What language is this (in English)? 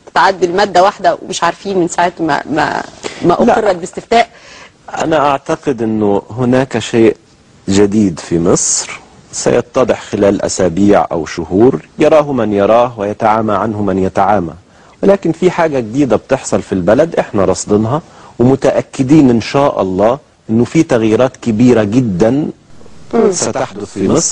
Egyptian Arabic